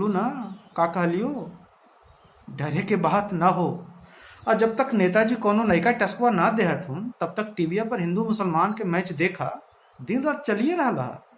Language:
Magahi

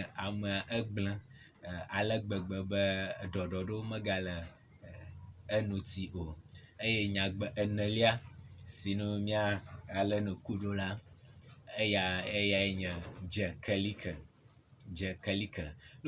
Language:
Ewe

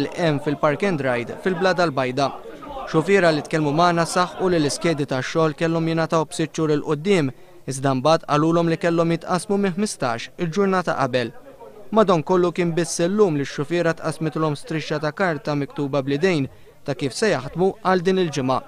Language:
Maltese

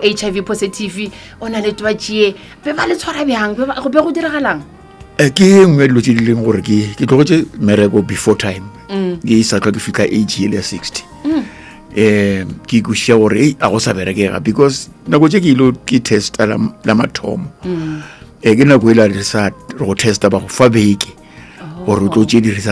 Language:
Northern Sotho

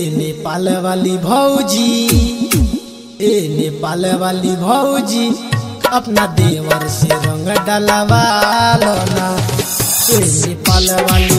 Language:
Bhojpuri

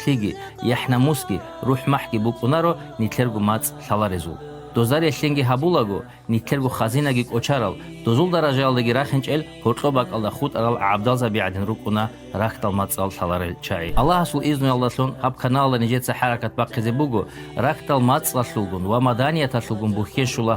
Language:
Avaric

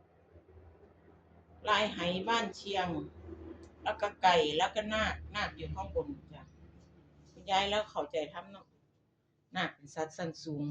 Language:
Northeastern Thai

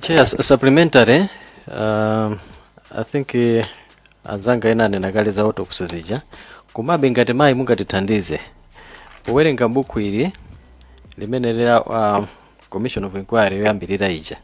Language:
Nyanja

